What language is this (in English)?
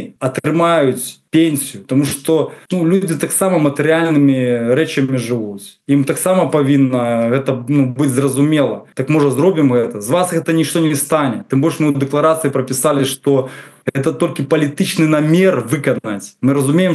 Belarusian